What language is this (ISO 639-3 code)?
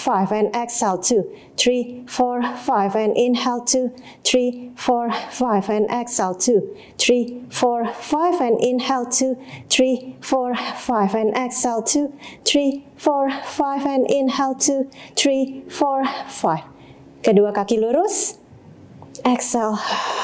ind